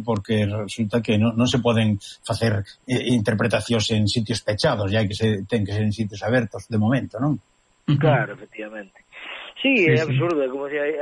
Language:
Galician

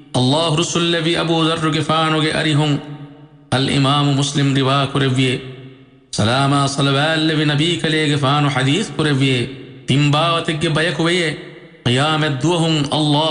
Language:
Divehi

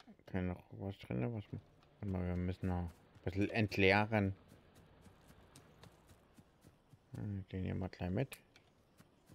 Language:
German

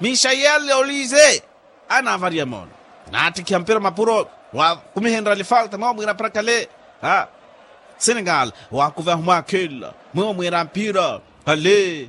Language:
Makhuwa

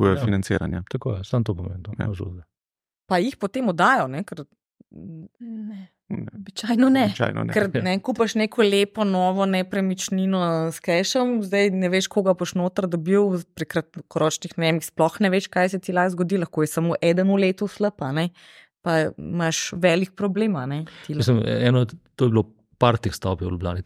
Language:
Slovenian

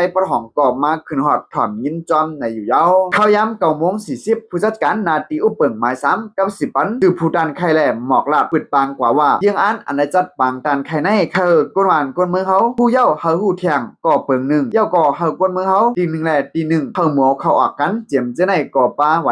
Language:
Shan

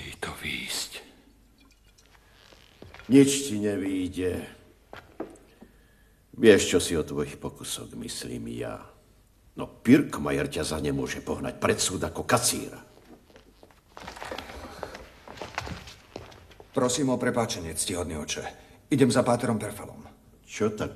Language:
Slovak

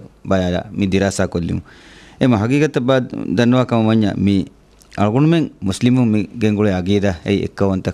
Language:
Divehi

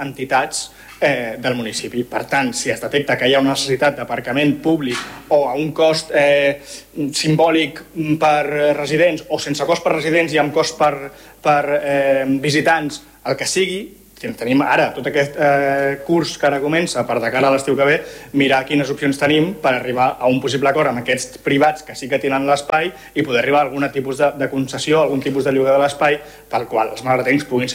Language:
Catalan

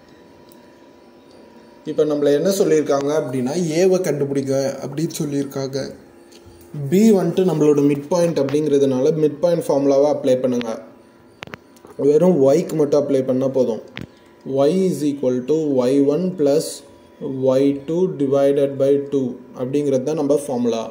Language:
Tamil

